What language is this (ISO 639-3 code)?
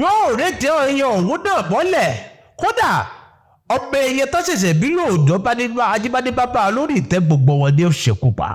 yor